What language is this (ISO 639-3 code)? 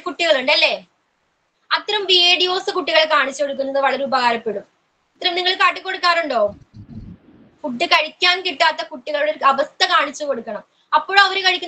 mal